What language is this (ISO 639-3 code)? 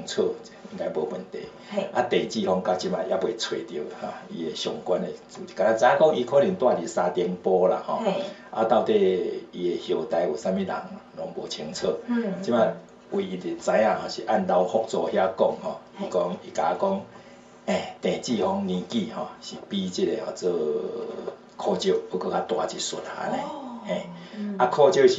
nan